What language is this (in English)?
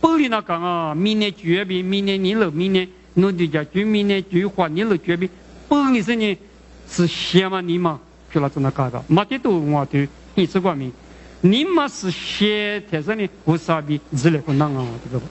Lisu